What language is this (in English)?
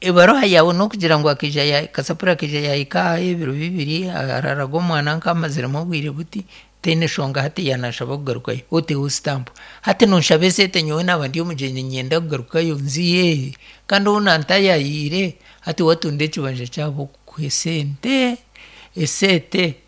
Nyankole